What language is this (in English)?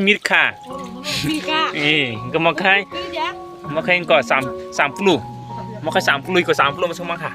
Kok Borok